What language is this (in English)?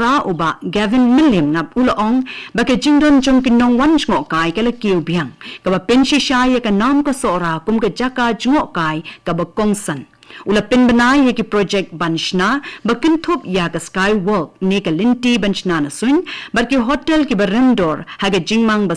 Khasi